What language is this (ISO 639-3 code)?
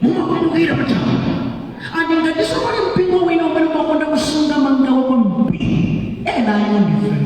nya